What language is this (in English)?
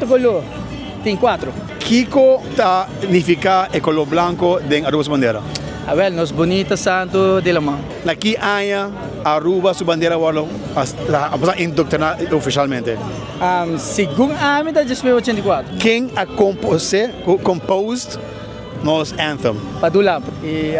Papiamento